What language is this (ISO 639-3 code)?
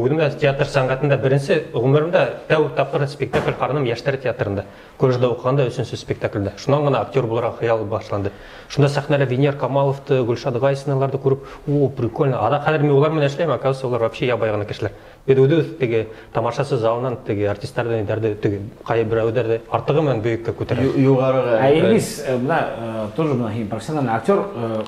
bak